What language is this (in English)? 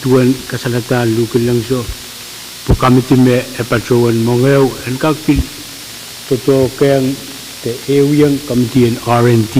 Pohnpeian